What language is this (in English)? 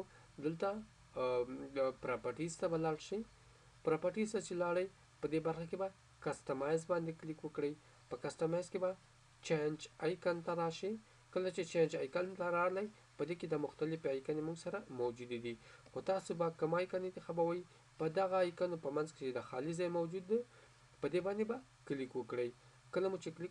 Pashto